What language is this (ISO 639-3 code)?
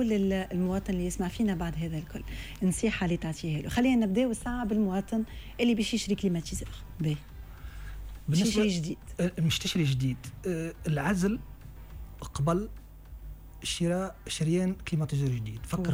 aeb